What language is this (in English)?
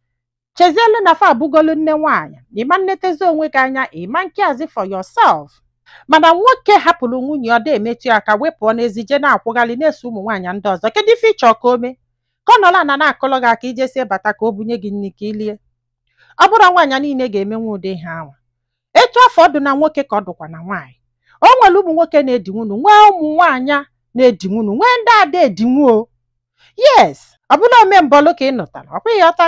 Igbo